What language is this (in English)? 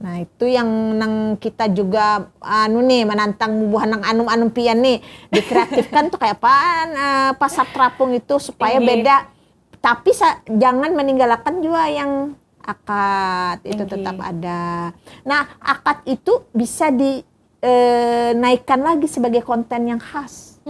Banjar